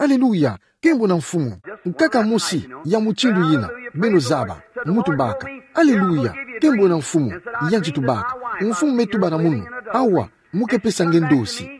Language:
Kituba (Democratic Republic of Congo)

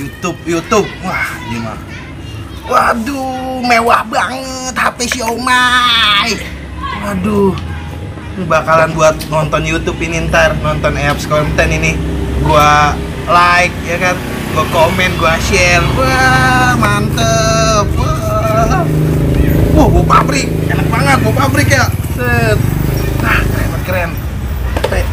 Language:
Betawi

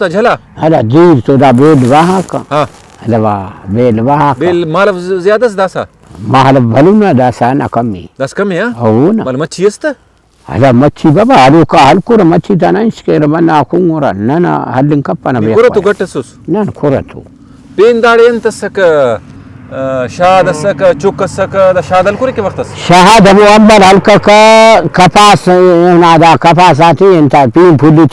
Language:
Brahui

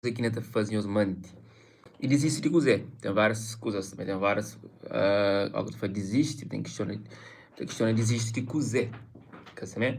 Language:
Kabuverdianu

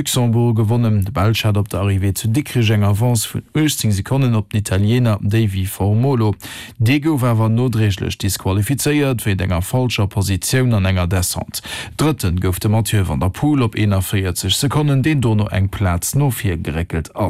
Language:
Luxembourgish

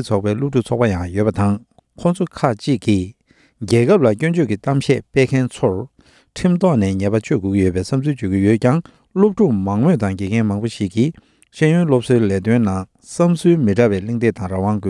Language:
Tibetan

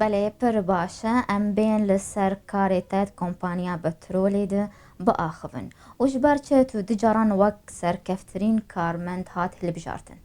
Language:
Kurdish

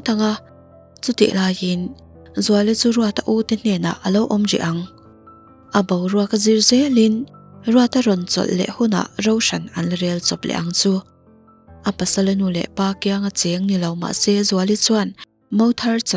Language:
Mizo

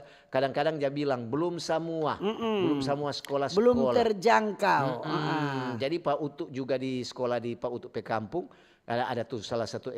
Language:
Manado Malay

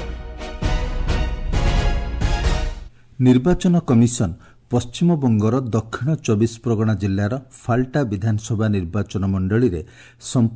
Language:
Odia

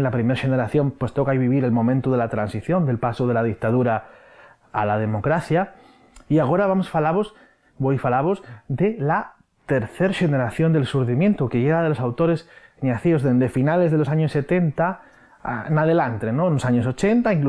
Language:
Asturian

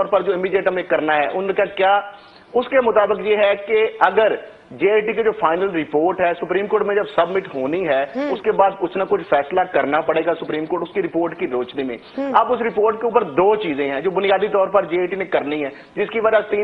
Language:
Urdu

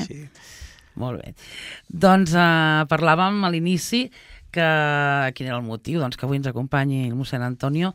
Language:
Catalan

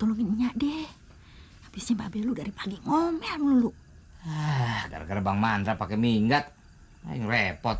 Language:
Betawi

